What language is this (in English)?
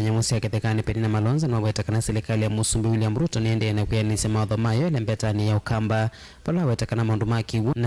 Kamba